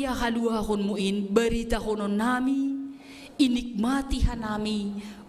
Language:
Batak Simalungun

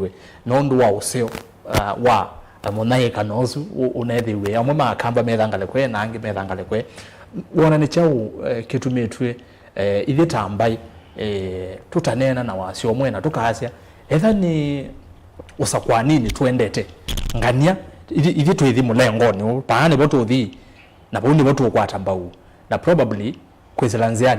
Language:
Kamba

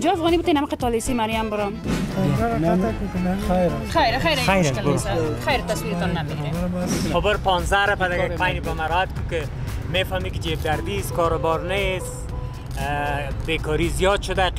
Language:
Persian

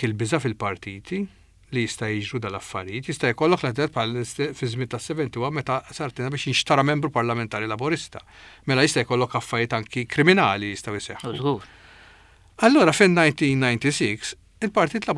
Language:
Maltese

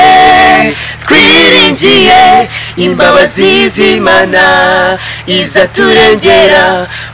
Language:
Kinyarwanda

